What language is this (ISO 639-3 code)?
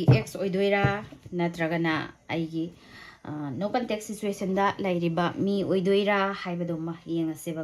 mni